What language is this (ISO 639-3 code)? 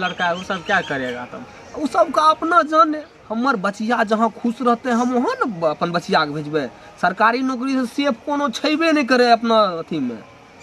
mai